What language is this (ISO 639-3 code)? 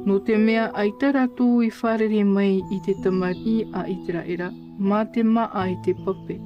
tah